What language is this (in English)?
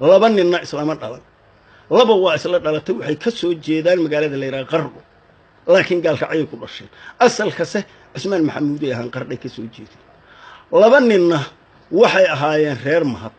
Somali